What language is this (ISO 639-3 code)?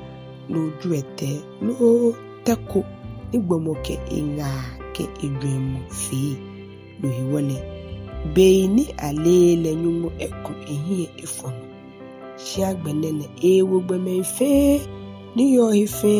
gaa